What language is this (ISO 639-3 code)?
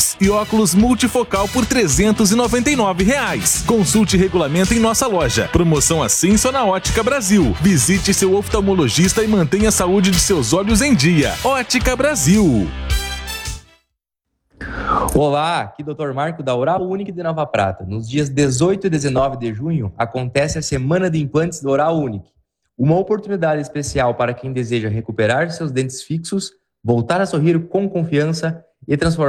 por